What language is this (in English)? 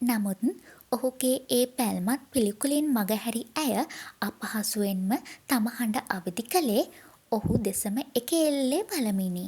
Sinhala